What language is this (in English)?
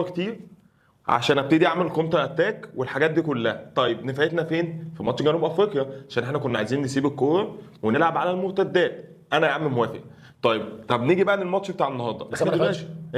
Egyptian Arabic